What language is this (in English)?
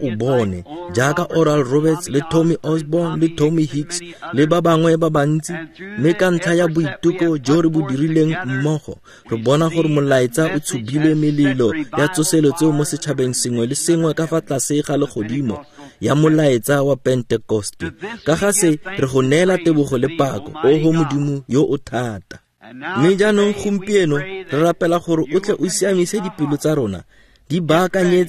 Tswana